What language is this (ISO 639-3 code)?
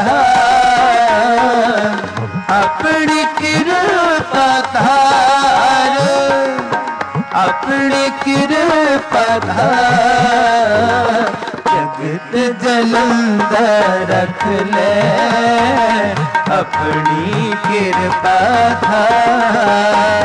hin